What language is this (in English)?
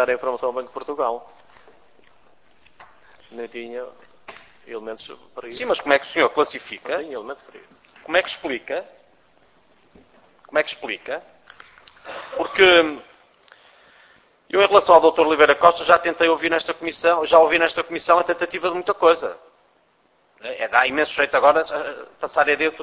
Portuguese